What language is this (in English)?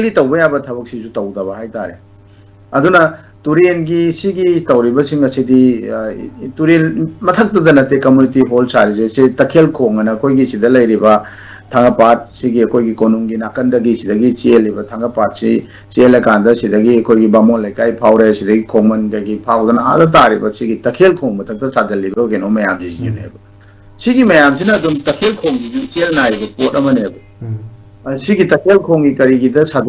Manipuri